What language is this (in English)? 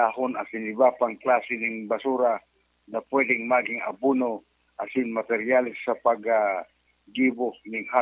Bikol